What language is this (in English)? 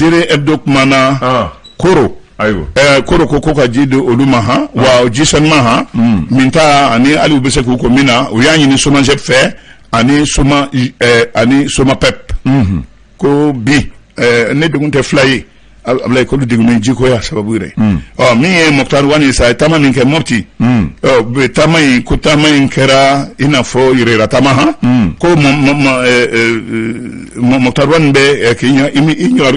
Bambara